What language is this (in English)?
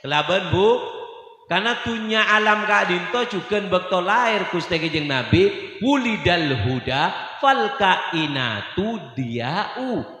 Madurese